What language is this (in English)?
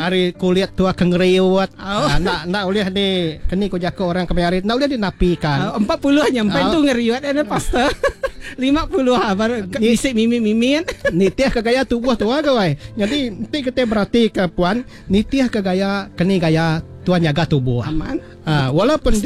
Iban